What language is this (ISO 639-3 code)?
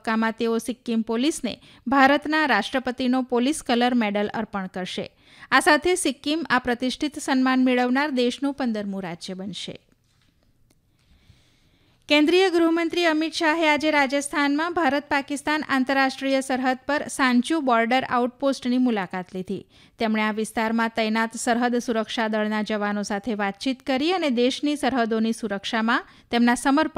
guj